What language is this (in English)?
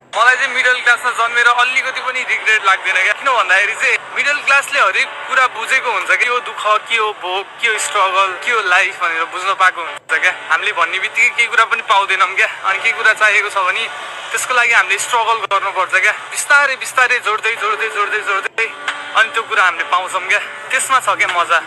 Nepali